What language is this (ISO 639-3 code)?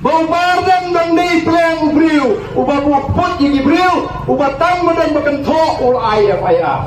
kha